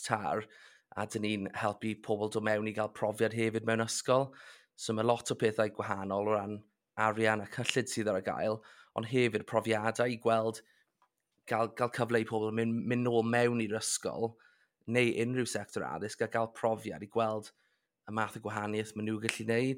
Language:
Welsh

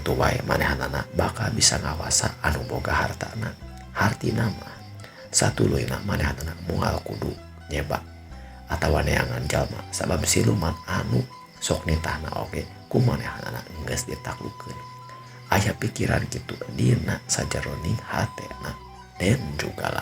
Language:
Sundanese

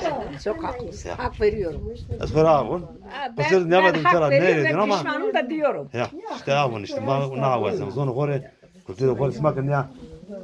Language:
Zaza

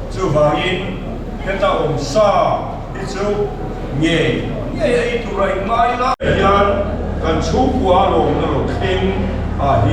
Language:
Mizo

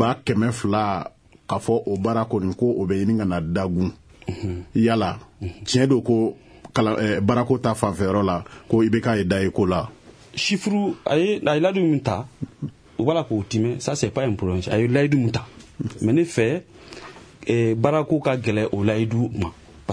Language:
Bambara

